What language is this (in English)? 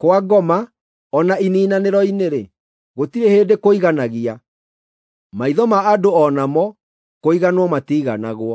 Kikuyu